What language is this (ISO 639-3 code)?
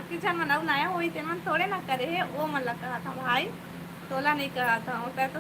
hne